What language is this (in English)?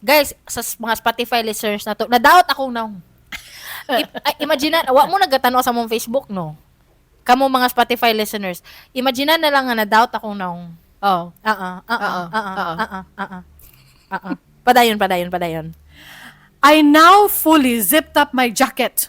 Cebuano